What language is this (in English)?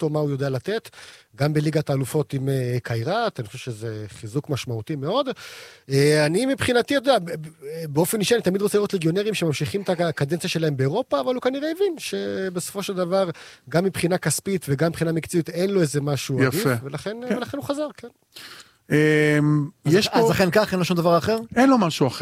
Hebrew